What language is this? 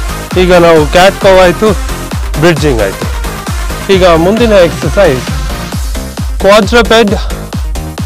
Kannada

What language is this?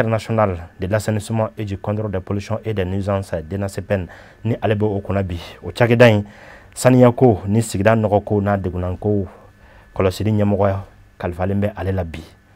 Bambara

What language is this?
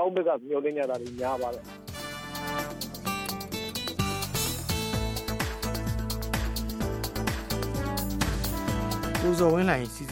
Burmese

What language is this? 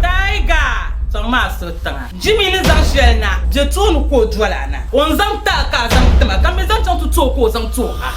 Dagbani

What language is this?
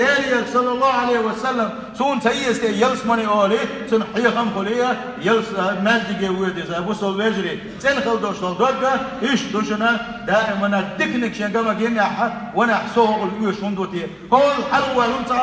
Chechen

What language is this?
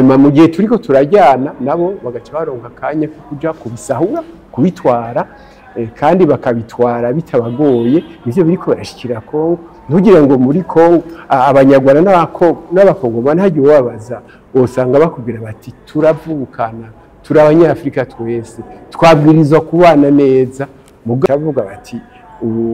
Rundi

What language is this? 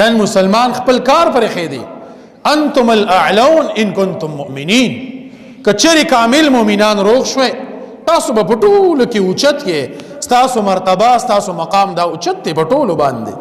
Pashto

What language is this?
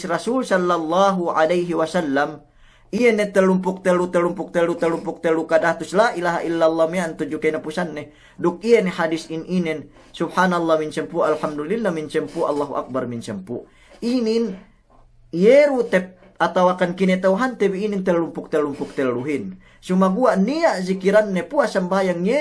Yakan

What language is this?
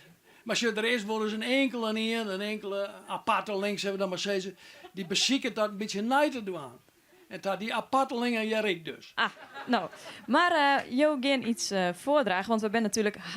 Western Frisian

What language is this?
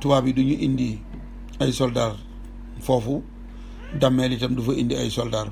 Wolof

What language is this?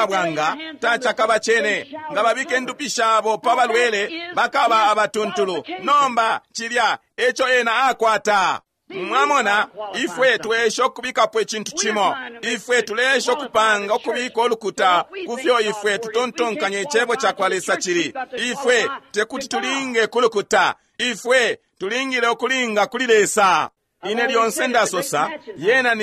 Bemba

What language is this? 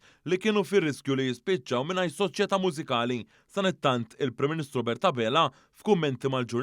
Maltese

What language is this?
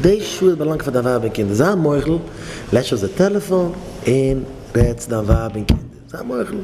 Yiddish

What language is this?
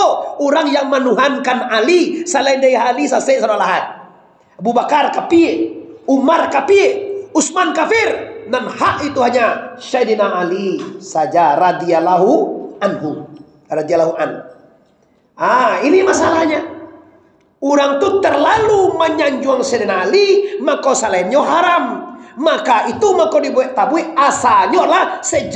Minangkabau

